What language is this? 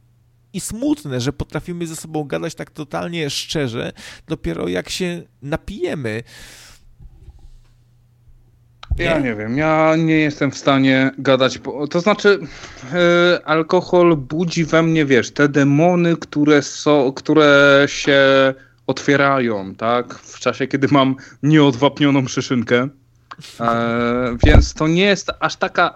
Polish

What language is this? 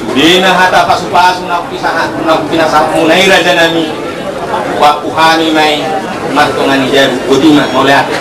Batak Toba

